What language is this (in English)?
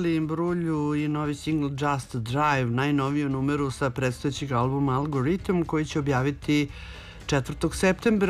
Serbian